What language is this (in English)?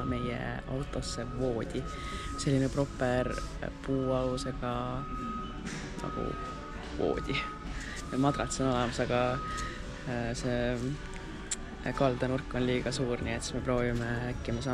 Estonian